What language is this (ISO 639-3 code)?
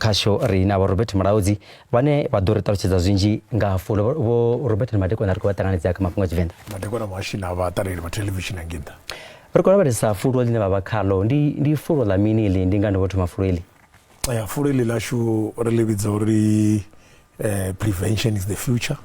ven